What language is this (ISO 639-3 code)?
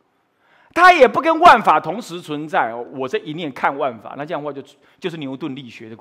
zho